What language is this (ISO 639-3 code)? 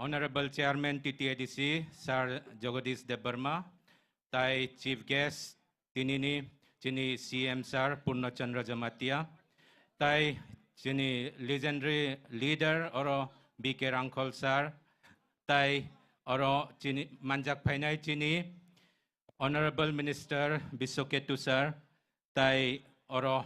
trp